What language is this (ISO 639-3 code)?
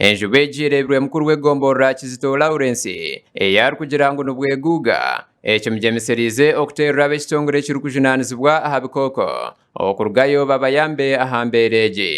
nyn